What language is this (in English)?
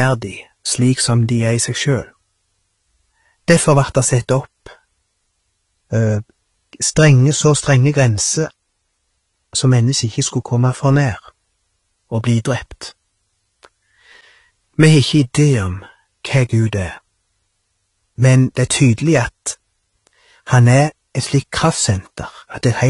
Norwegian